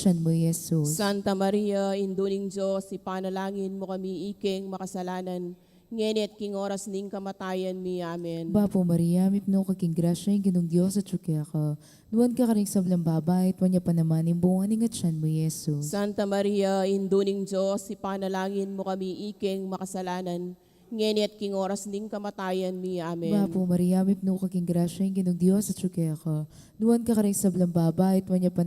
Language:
Pampanga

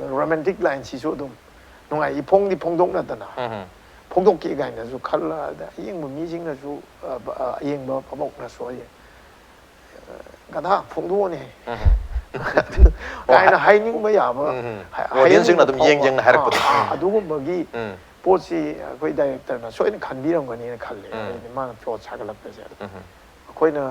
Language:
Manipuri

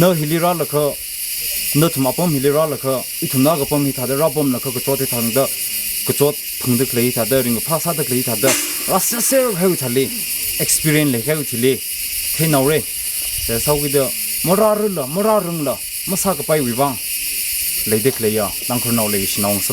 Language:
Tangkhul Naga (India)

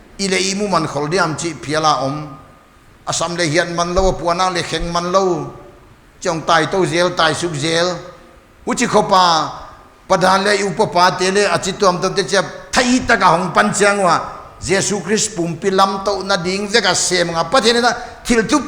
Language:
Paite Chin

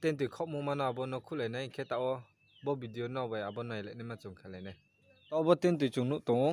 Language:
Riang (India)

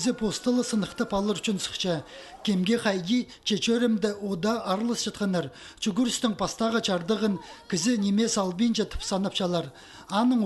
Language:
Khakas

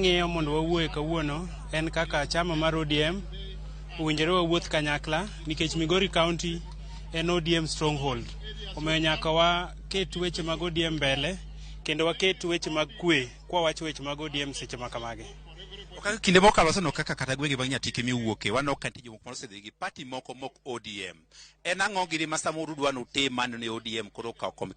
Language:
Luo (Kenya and Tanzania)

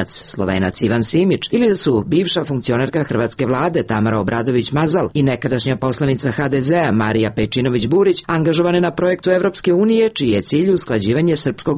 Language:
Serbian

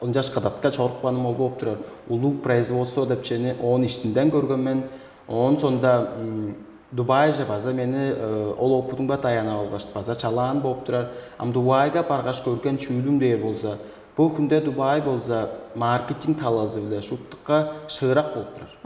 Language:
Tuvinian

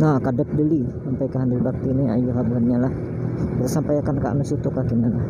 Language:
Banjar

